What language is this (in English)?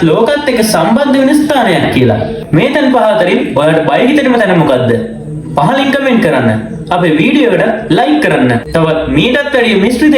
Sinhala